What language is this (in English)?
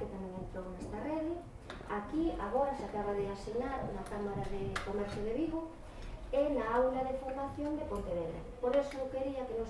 Galician